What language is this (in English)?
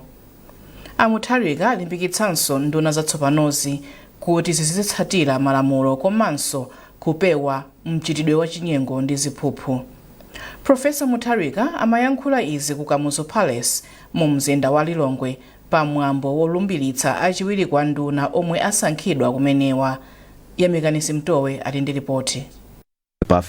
Nyanja